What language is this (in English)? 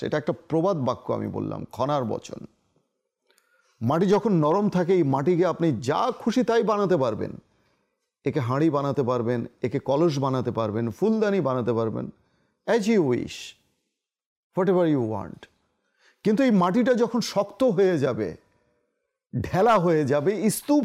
Bangla